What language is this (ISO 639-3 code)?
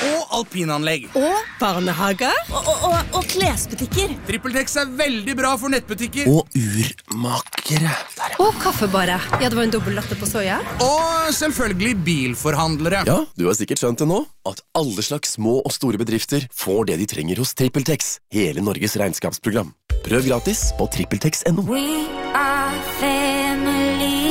nor